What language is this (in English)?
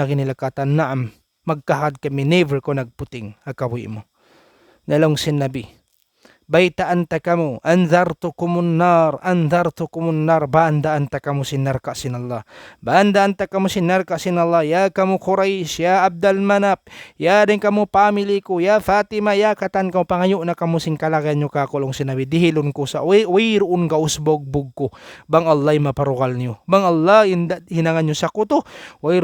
Tausug